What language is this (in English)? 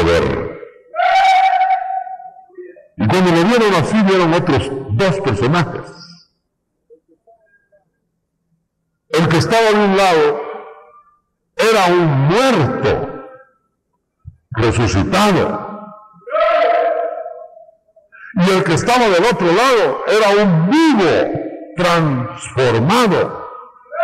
Spanish